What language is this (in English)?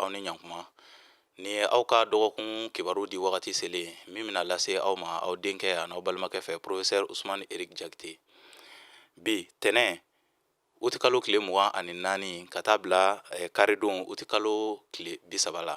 Bambara